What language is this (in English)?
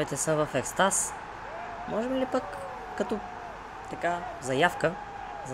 Bulgarian